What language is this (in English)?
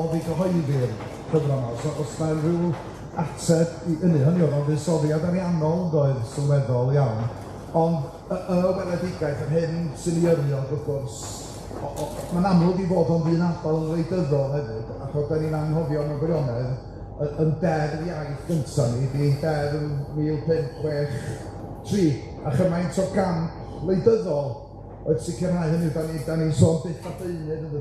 Welsh